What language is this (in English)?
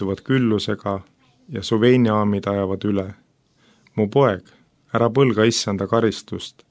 Estonian